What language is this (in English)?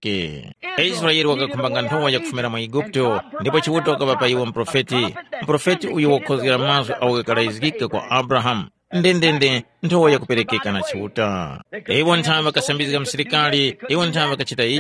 Tumbuka